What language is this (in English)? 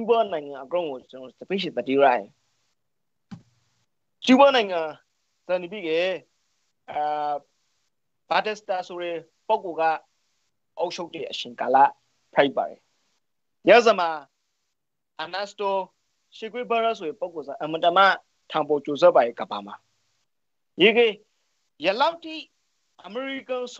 Burmese